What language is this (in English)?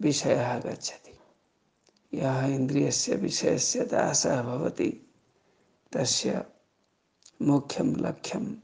Sanskrit